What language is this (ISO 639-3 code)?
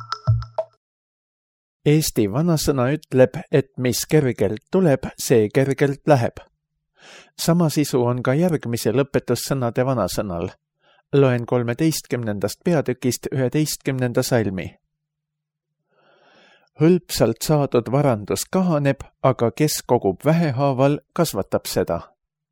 est